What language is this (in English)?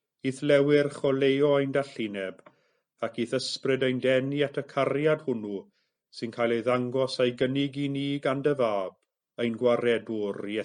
Welsh